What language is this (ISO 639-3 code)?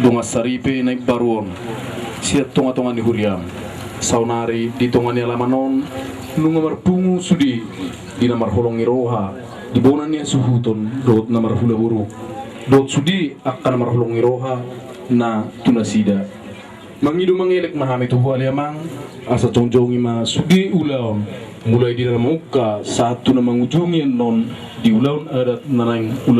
bbc